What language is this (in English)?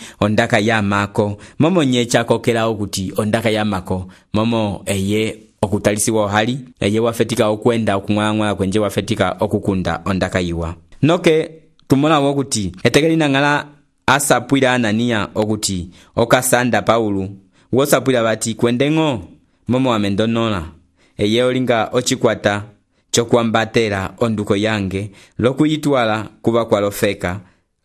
Umbundu